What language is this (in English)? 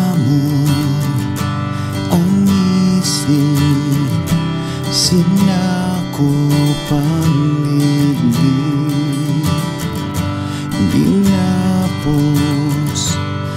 Filipino